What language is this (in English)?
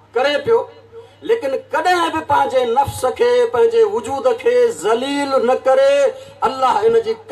Sindhi